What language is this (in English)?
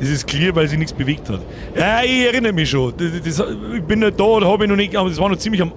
Bavarian